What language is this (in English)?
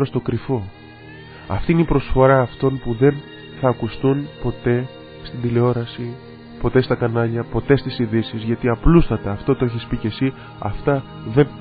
Greek